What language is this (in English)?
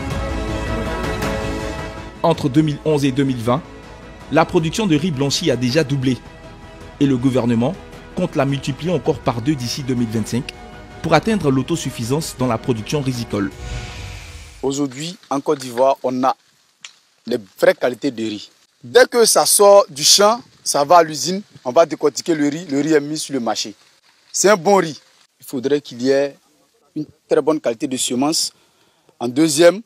French